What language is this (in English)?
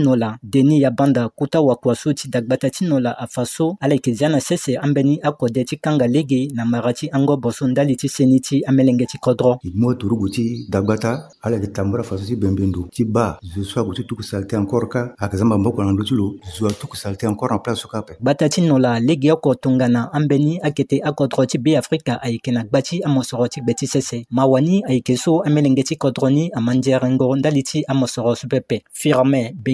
Sango